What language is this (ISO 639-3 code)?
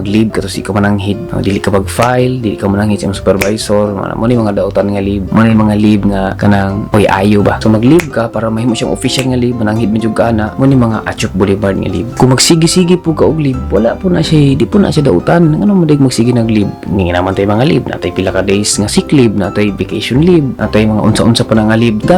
ceb